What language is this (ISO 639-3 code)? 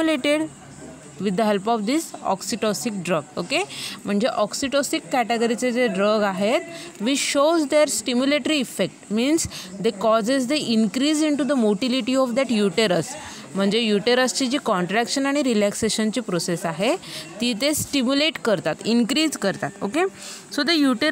mar